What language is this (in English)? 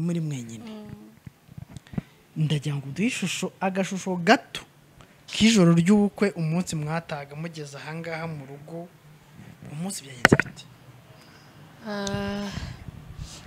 Kinyarwanda